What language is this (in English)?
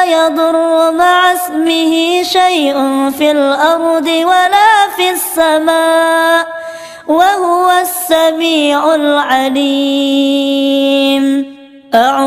Arabic